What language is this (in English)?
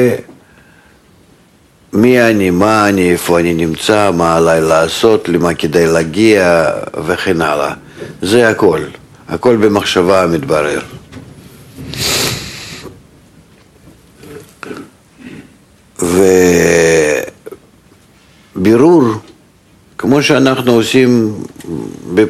Hebrew